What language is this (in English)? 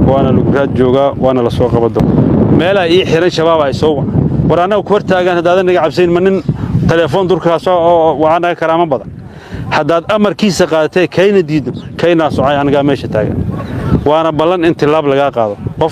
Somali